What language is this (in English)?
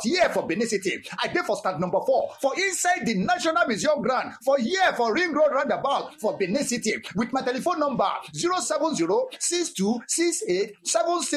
Nigerian Pidgin